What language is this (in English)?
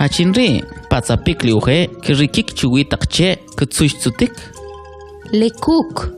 Kʼicheʼ